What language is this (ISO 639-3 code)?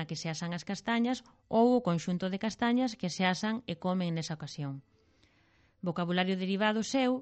glg